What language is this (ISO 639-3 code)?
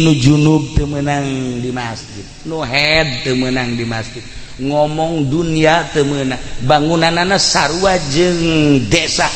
sun